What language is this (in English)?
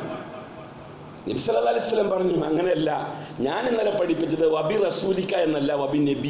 Malayalam